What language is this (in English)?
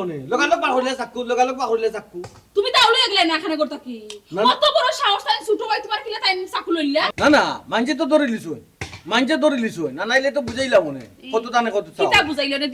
Sylheti